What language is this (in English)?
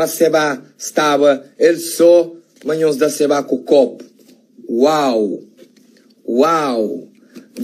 Kabuverdianu